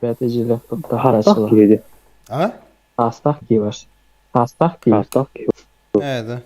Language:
Yakut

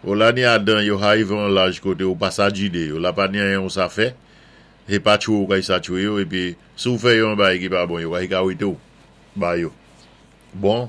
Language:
Saint Lucian Creole French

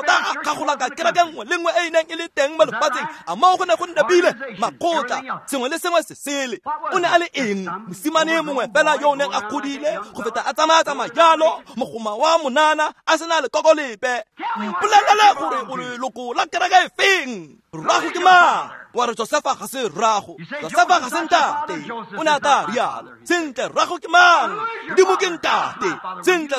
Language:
Tswana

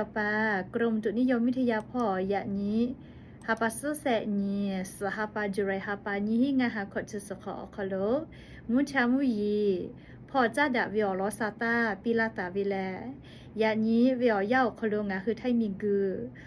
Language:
Lahu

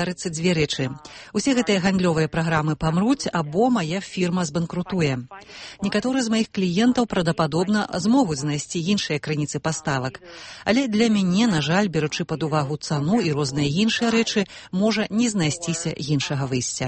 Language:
Belarusian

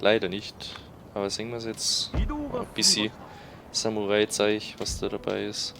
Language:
Bavarian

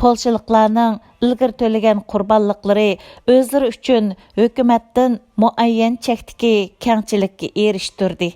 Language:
Uyghur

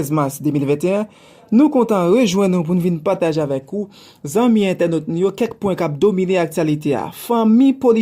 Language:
Haitian Creole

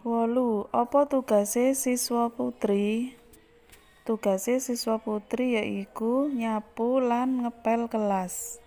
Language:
Javanese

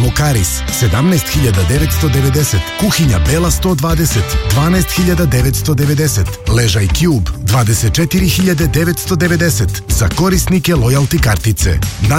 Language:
Serbian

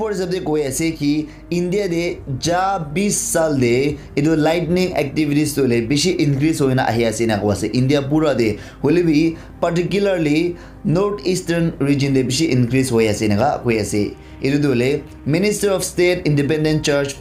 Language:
Naga Pidgin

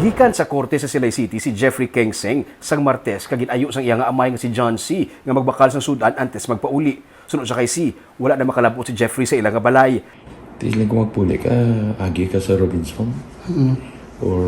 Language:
Hiligaynon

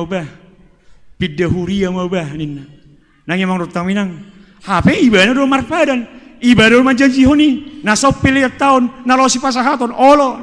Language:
Batak Toba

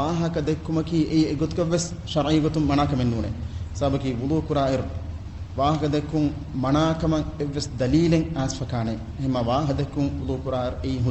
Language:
Divehi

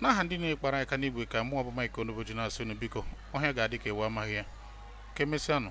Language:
Igbo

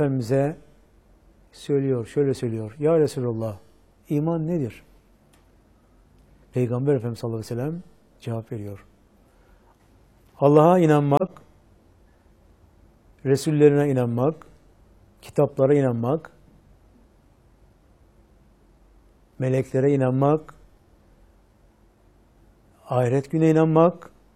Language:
Turkish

